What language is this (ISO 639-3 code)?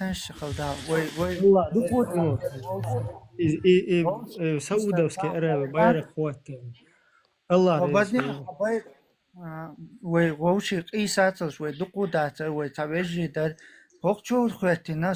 che